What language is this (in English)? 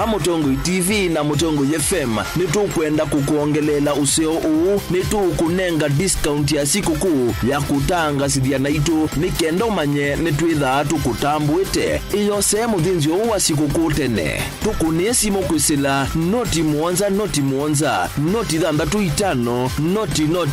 Kamba